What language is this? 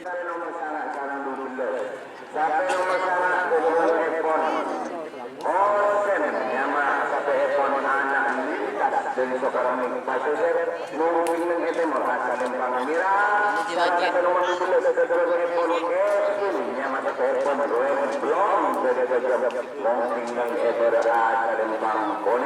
Madurese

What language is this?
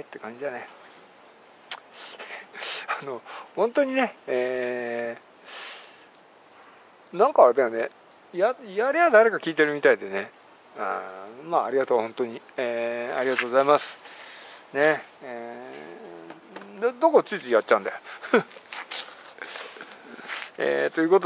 Japanese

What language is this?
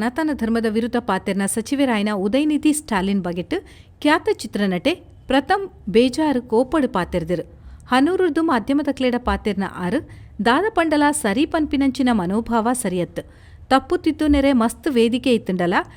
Tulu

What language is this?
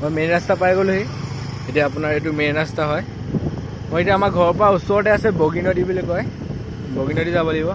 Assamese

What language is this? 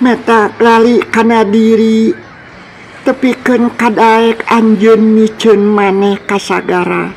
Sundanese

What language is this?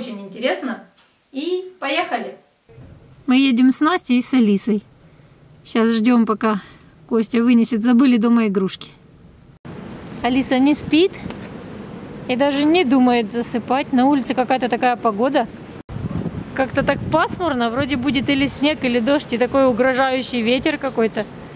Russian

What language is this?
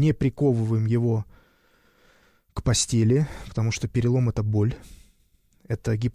Russian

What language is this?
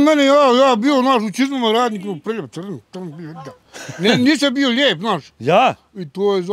Bosnian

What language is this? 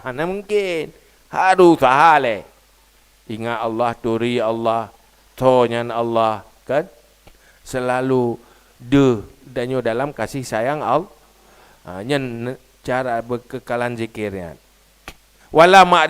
Achinese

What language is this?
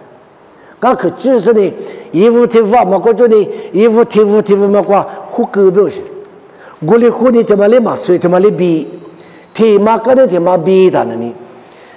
Lisu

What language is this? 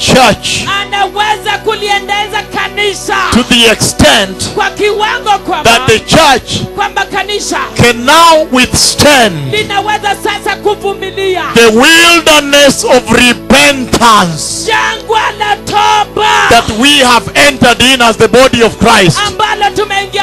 Swahili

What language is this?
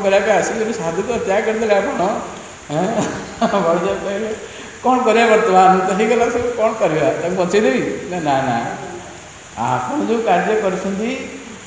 Odia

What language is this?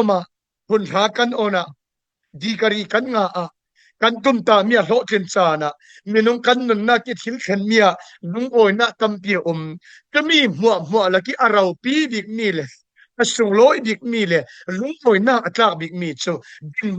Falam Chin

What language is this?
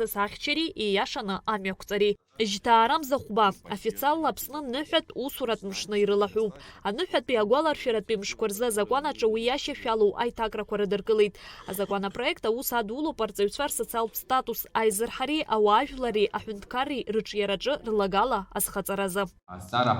Abkhazian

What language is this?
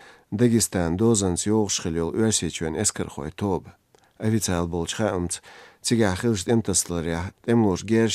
Chechen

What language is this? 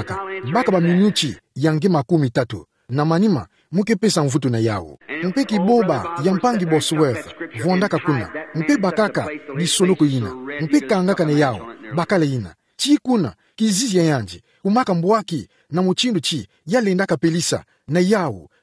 Kituba (Democratic Republic of Congo)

